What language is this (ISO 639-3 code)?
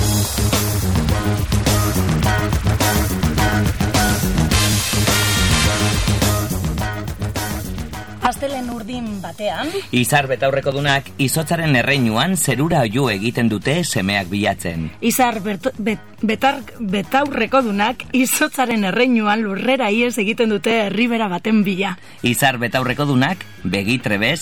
eus